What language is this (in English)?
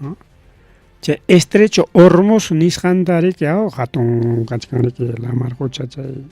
Ayacucho Quechua